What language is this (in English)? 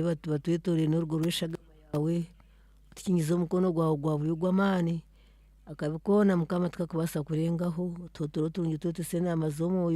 Nyankole